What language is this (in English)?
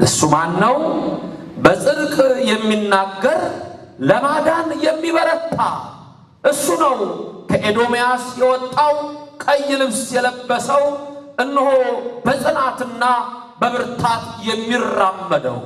Amharic